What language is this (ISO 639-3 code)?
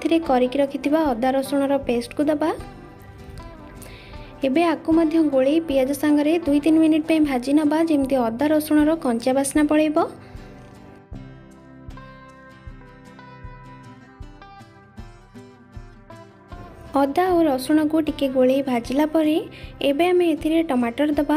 ori